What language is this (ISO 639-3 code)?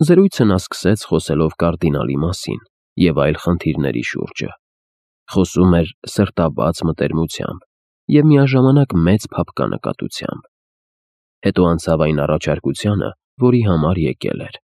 hye